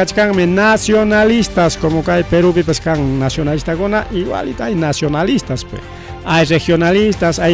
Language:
Ayacucho Quechua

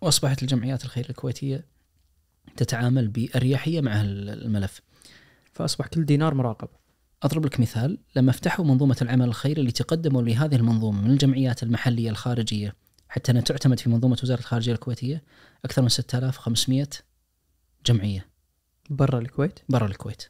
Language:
Najdi Arabic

